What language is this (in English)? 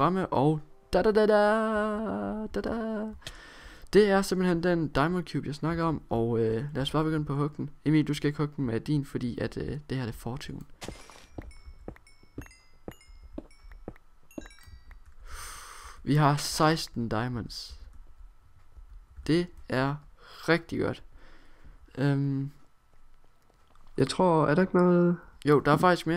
Danish